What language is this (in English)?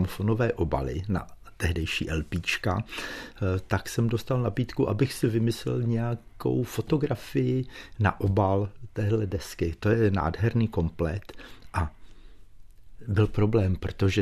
Czech